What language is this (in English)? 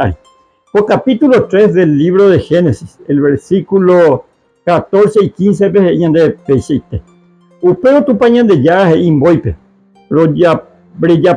Guarani